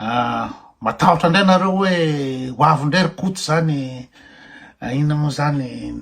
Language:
Malagasy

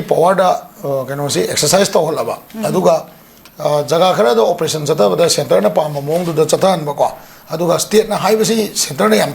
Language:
Manipuri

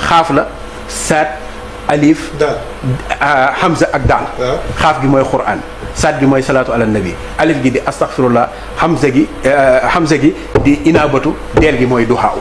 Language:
Wolof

